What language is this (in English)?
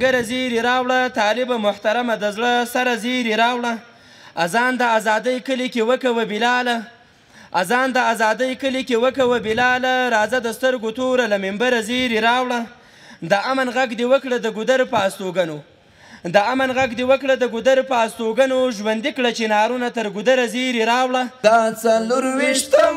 Pashto